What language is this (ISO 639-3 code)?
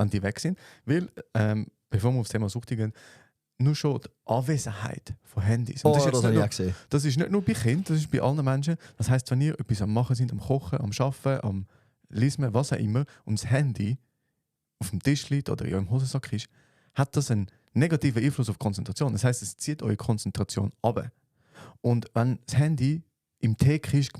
gsw